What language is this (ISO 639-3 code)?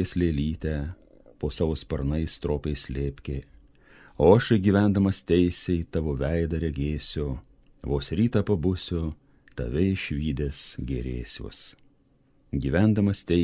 lit